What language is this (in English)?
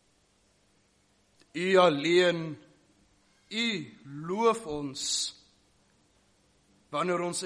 Afrikaans